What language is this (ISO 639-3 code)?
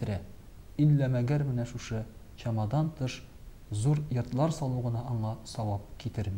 tat